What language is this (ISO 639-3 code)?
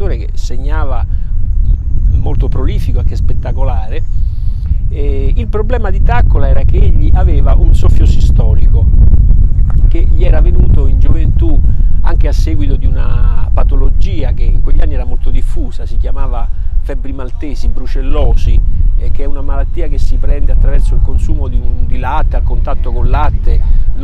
ita